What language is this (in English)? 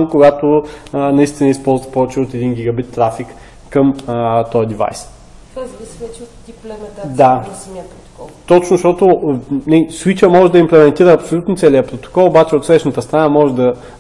Bulgarian